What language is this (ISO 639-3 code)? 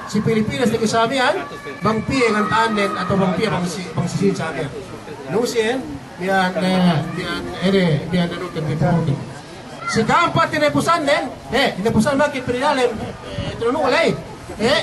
yka